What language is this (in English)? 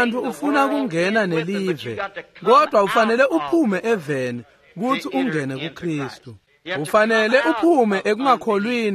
Swati